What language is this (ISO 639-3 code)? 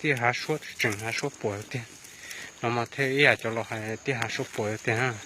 hmn